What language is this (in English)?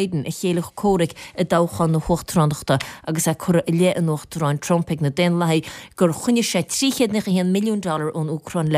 Irish